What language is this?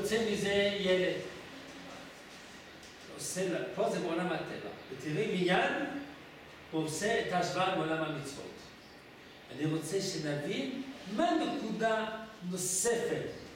Hebrew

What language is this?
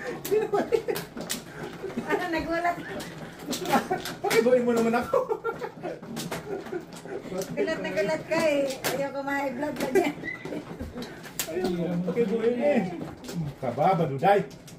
Filipino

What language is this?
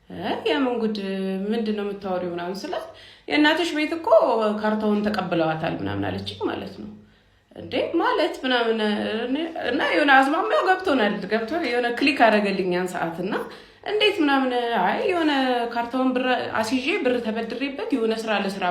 Amharic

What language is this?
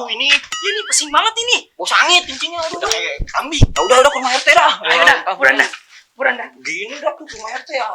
Betawi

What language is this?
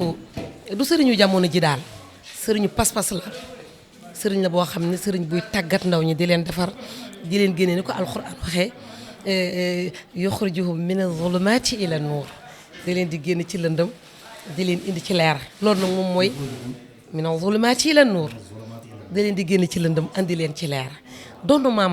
Wolof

